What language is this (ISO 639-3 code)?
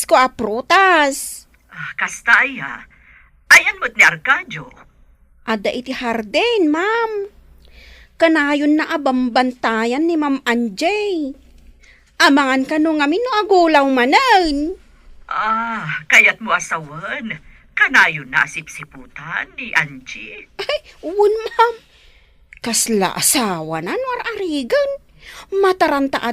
ilo